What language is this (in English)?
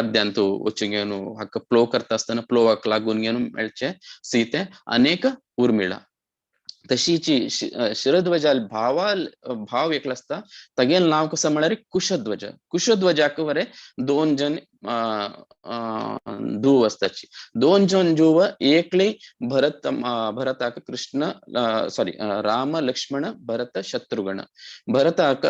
Konkani